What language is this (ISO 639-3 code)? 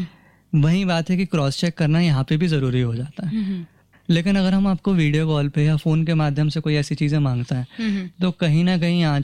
hin